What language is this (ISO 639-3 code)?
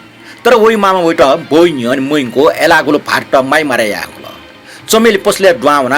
new